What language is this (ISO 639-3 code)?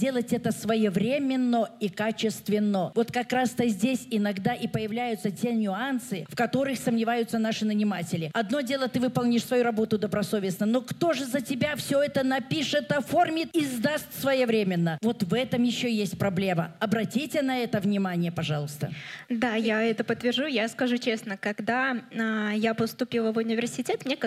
rus